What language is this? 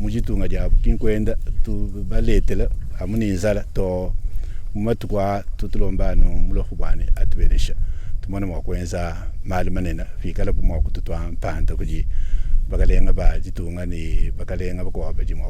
Luba-Lulua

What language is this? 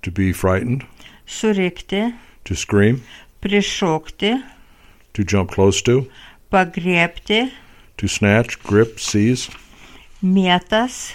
Lithuanian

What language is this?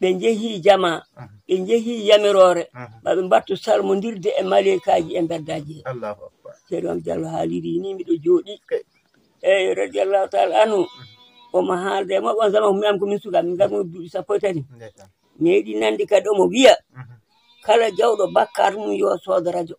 Fula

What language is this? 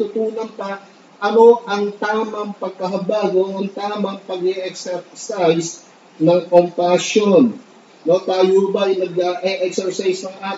Filipino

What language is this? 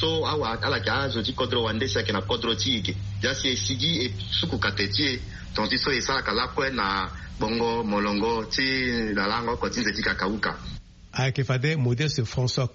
Sango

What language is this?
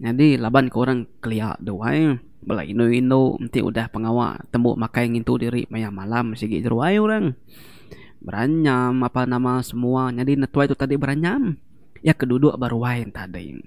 Iban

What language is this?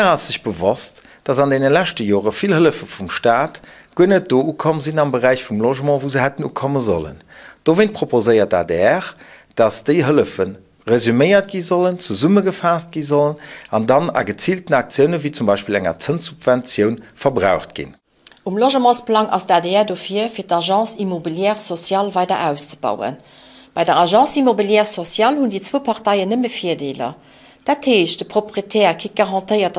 Luxembourgish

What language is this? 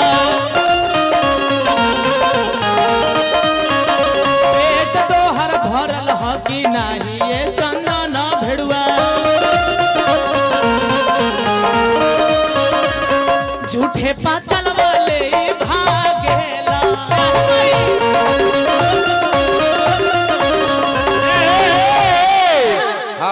Bhojpuri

